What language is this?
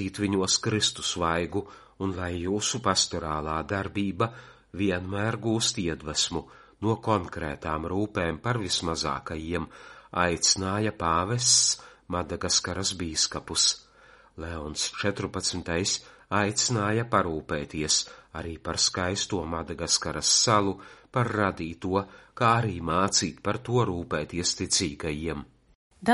Latvian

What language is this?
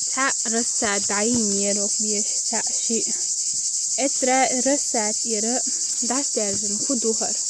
Chechen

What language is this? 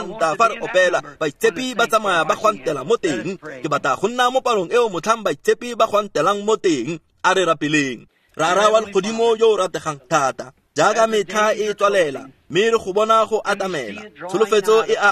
Tswana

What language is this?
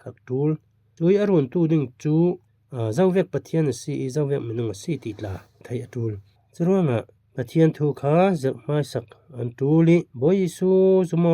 Falam Chin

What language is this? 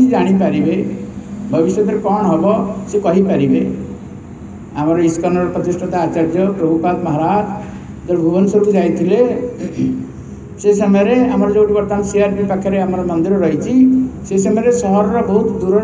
Odia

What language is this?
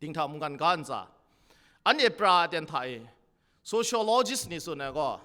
Kachin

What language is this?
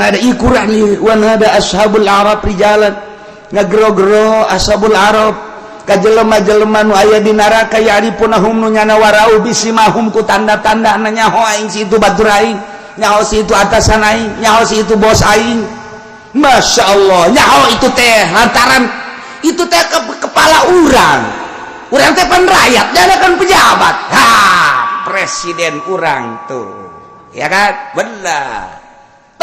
Sundanese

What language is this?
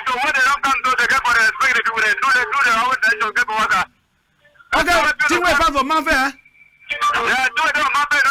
Cameroon Pidgin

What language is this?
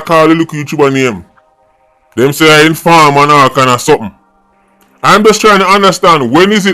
Jamaican Creole English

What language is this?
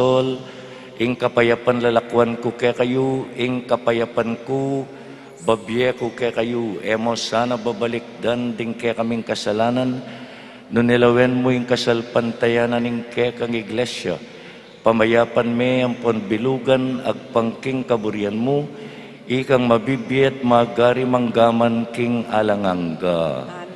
Pampanga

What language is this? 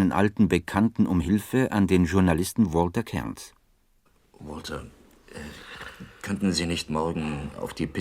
Swiss German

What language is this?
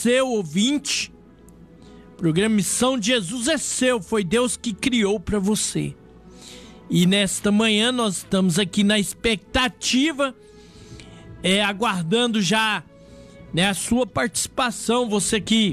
Portuguese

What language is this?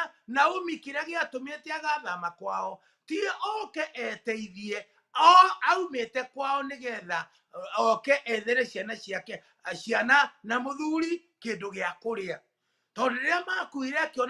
Kikuyu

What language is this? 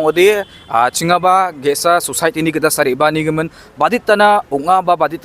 Garo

